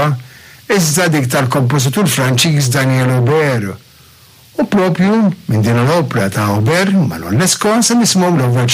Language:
Maltese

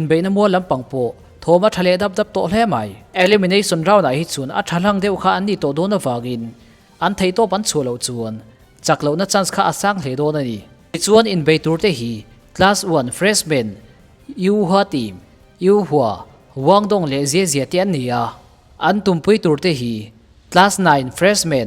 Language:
Mizo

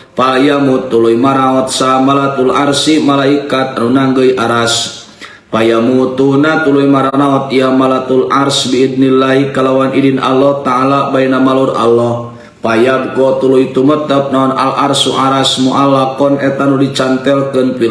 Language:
Sundanese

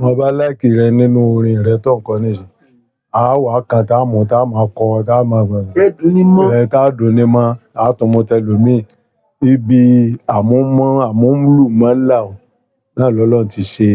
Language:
Yoruba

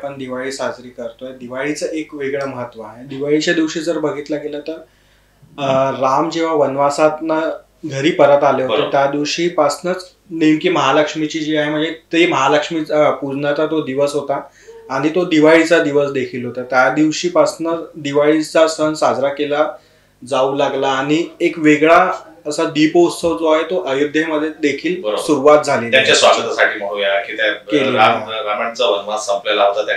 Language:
Marathi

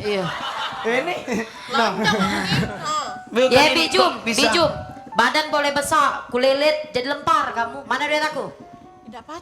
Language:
Musi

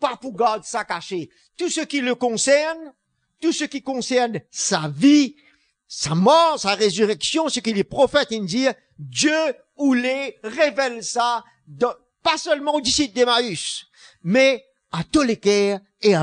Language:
Morisyen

